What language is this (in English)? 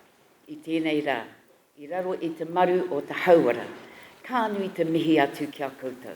Māori